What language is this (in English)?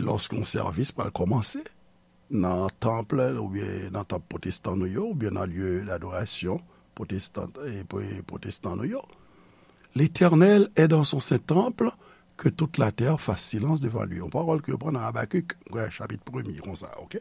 Haitian Creole